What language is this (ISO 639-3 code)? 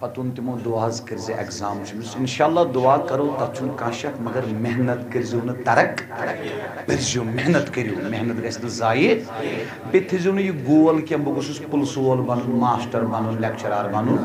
kas